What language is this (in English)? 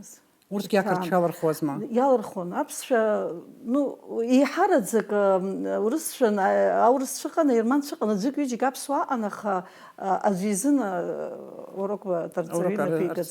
Abkhazian